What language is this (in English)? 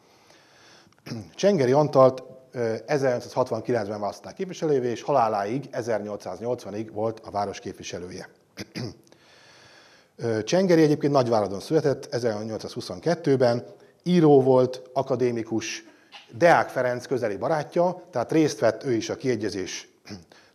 Hungarian